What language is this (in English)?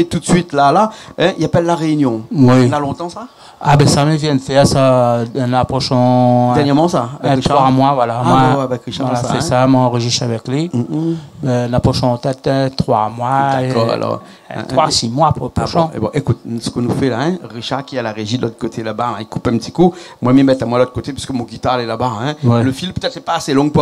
Réunion Creole French